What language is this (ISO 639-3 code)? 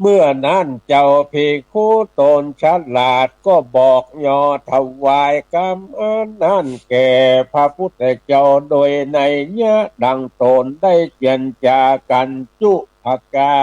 nod